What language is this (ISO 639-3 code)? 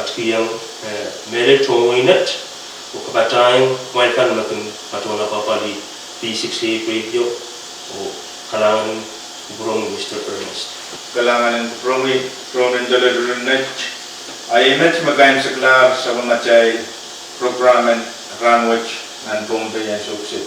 pon